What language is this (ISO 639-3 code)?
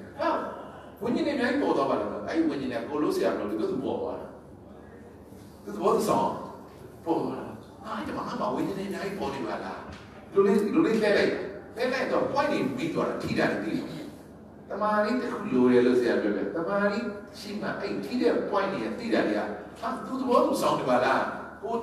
mya